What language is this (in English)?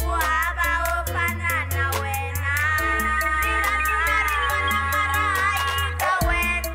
Taroko